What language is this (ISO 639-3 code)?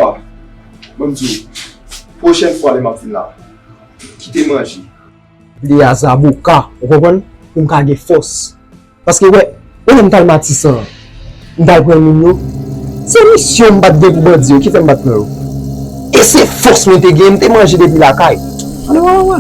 hat